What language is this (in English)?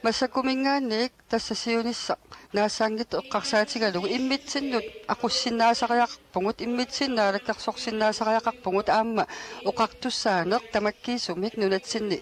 Kalaallisut